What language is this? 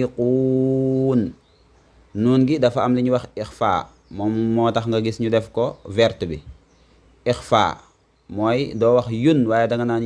Wolof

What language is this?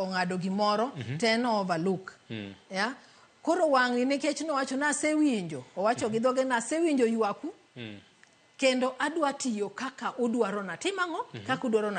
Luo (Kenya and Tanzania)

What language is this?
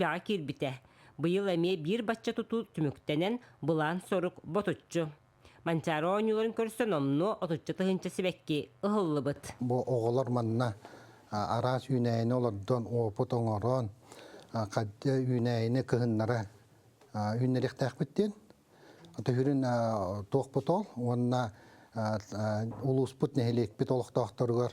Yakut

